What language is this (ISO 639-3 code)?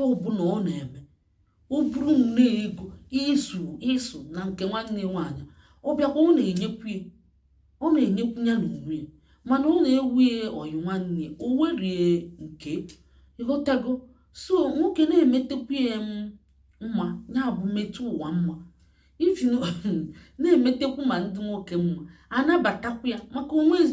ibo